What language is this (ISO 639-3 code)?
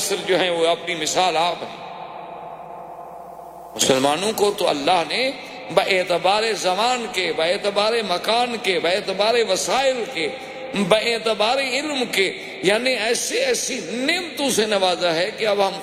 urd